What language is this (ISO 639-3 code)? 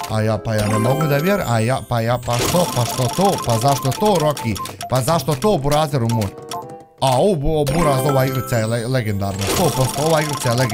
bos